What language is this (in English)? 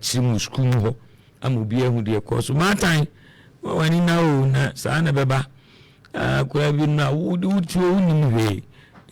Akan